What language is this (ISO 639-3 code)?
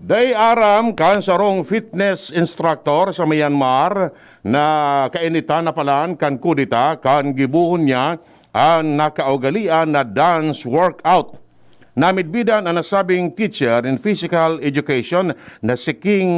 bik